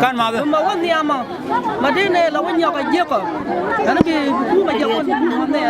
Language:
Nuer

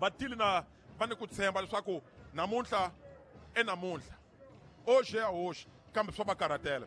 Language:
Tsonga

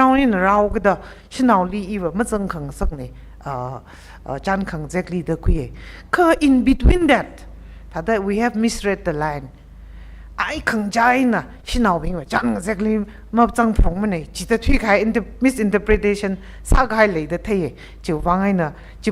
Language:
Tangkhul Naga (India)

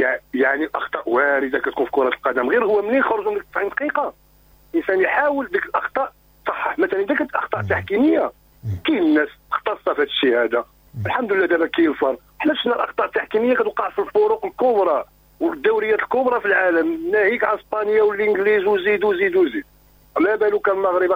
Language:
Moroccan Arabic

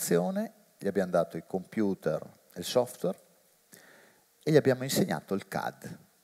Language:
Italian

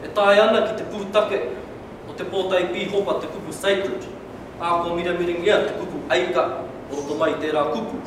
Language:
Māori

